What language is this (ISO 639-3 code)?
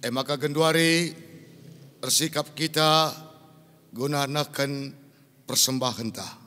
btx